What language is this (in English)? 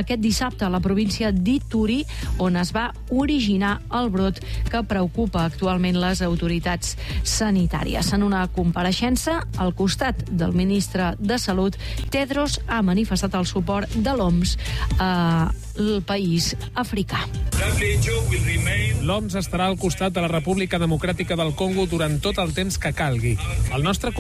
Catalan